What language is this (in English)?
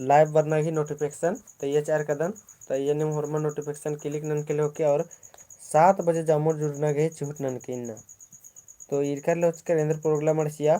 Kurukh